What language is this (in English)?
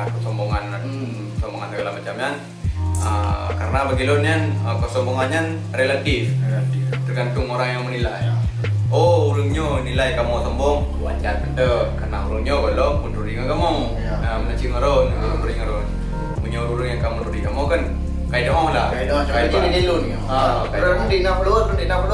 Achinese